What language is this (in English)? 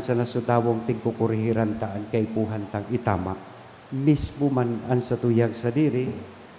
Bikol